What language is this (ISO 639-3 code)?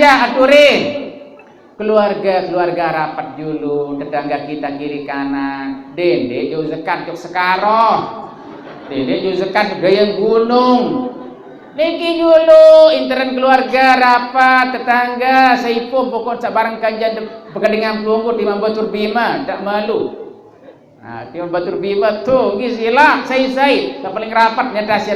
sas